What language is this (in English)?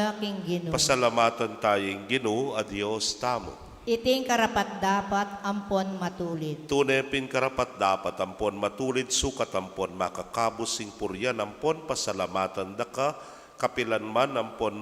Pampanga